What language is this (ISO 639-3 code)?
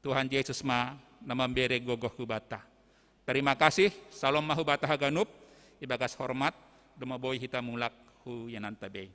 bts